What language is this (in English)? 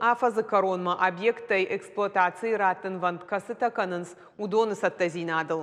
Ossetic